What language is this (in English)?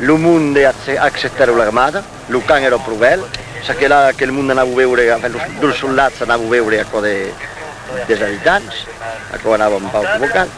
Occitan